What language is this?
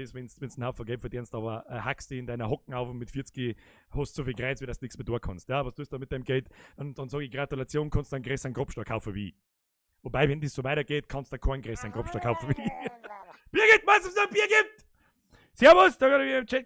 Bavarian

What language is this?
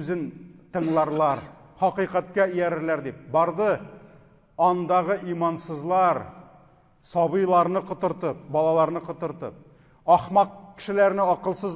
Tatar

